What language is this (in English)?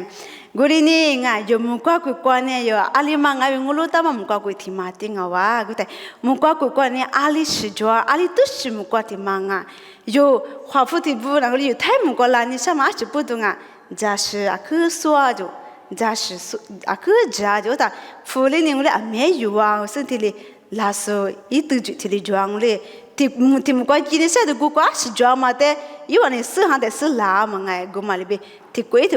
Lisu